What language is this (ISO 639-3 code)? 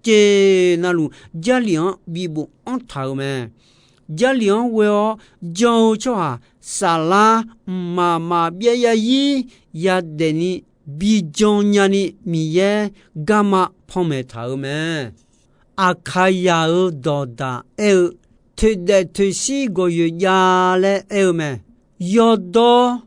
ahk